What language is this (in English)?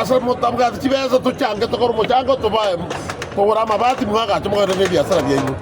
Gusii